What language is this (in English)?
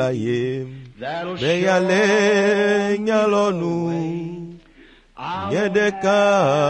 Ewe